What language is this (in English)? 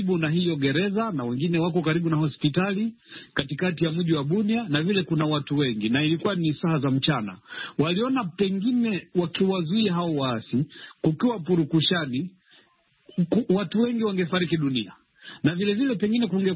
Swahili